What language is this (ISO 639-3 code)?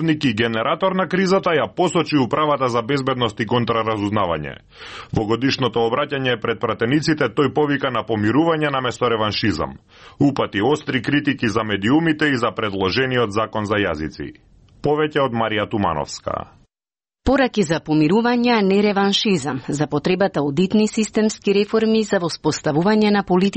mkd